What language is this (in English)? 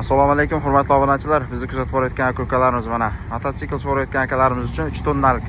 Uzbek